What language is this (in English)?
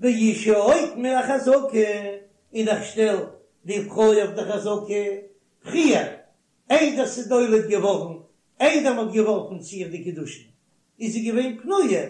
Yiddish